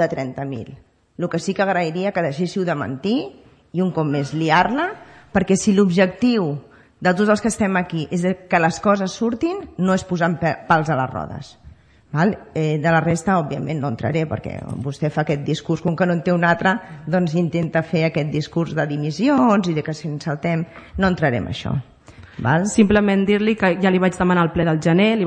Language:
Catalan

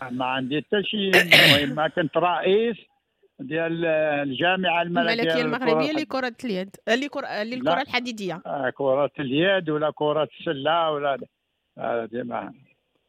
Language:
Moroccan Arabic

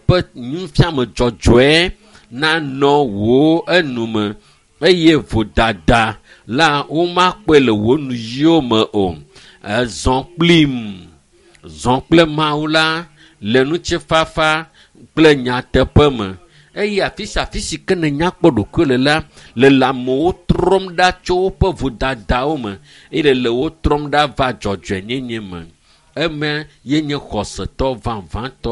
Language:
Ewe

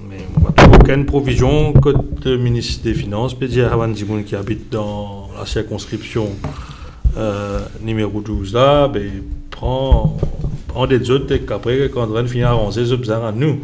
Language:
Morisyen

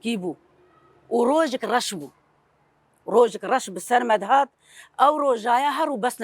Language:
Kurdish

